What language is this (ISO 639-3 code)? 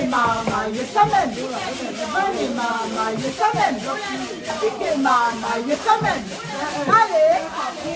rcf